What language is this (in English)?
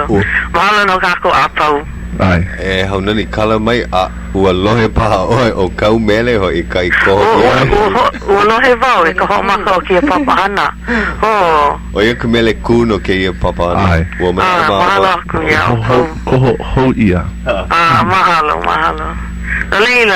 Hawaiian